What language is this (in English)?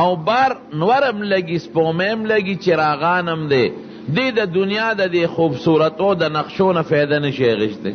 Pashto